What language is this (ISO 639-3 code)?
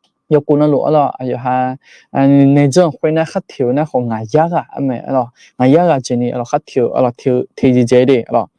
ahk